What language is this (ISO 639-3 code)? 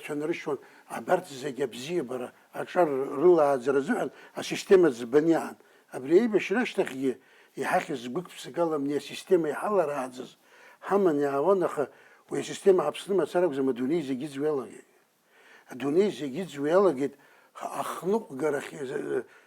abk